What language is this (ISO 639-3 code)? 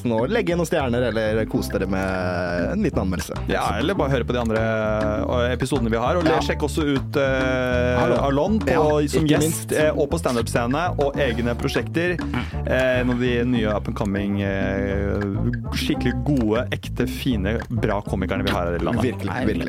nor